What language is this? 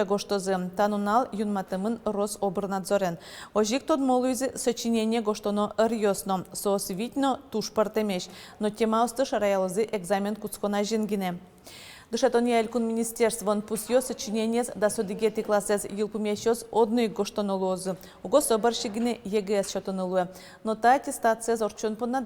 Udmurt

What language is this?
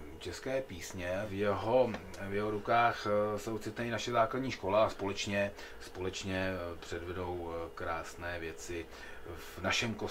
Czech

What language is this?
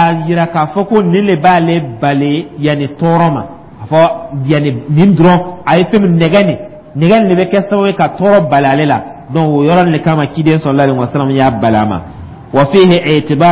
Dyula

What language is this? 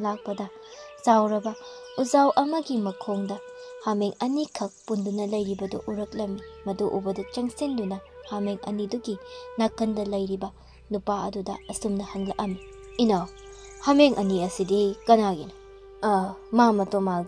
Manipuri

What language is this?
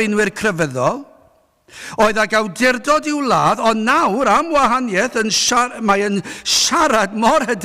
Welsh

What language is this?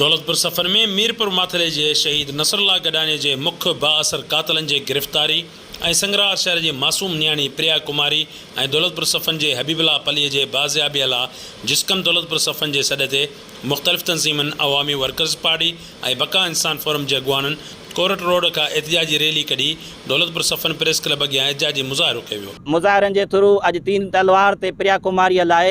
Sindhi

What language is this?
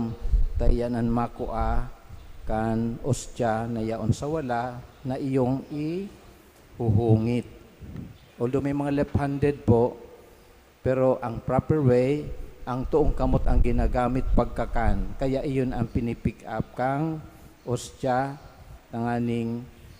Bikol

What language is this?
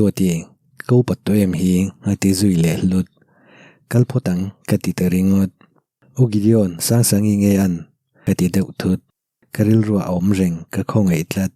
Mizo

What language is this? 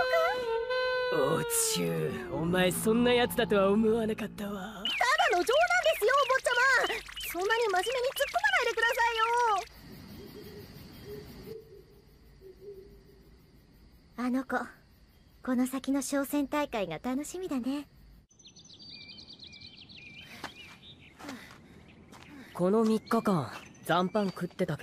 Japanese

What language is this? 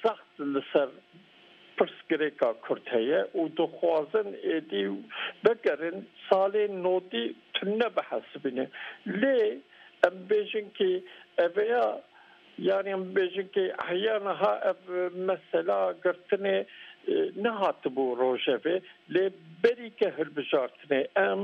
Kurdish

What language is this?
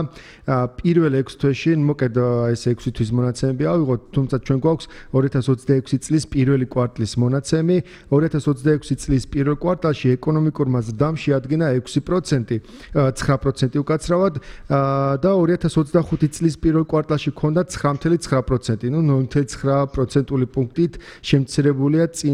Georgian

